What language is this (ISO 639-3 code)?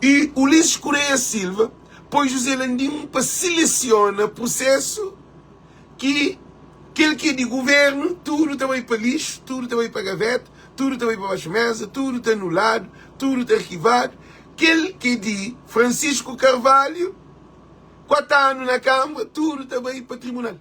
kea